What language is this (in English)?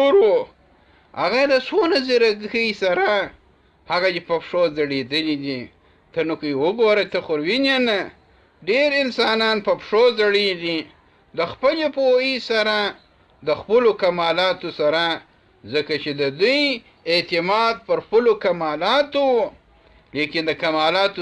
Pashto